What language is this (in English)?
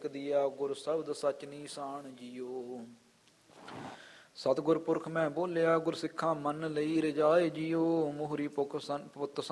Punjabi